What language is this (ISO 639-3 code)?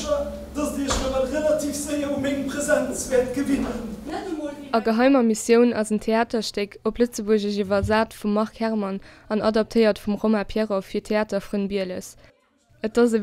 ltz